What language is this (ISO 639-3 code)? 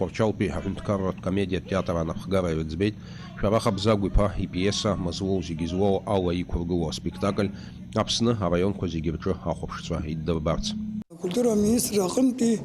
abk